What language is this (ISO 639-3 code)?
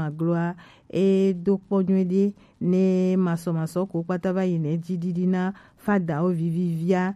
gej